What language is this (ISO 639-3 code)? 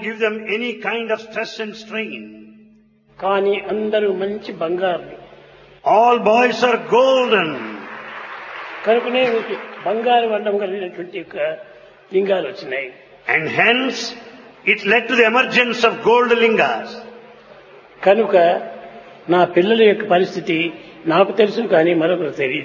tel